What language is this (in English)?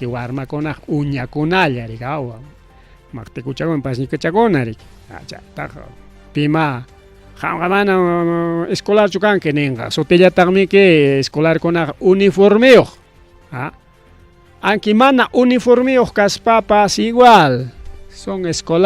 Ayacucho Quechua